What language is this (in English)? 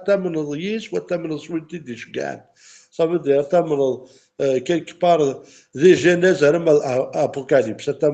Kabyle